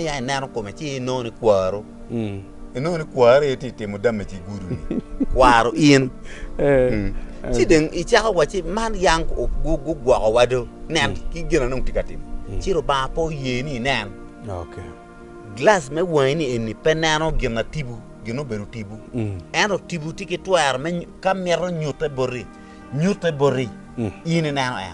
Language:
Acoli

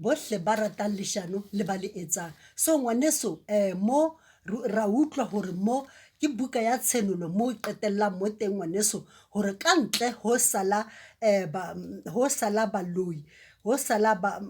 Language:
Southern Sotho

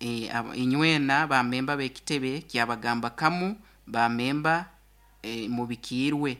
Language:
Nyoro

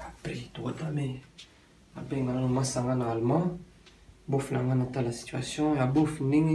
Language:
Lingala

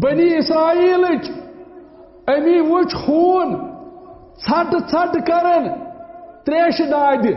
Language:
Kashmiri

